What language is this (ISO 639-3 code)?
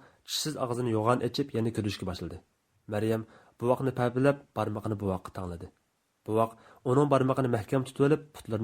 uig